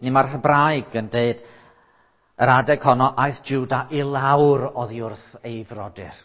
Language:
Welsh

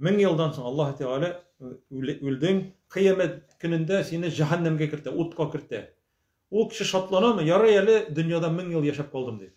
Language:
Tatar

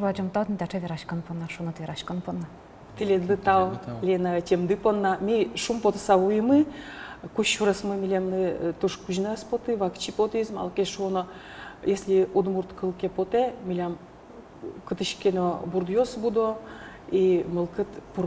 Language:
Udmurt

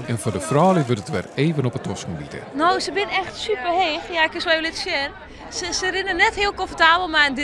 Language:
Western Frisian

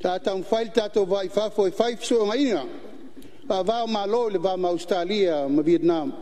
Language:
Samoan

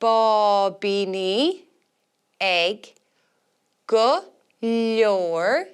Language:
Irish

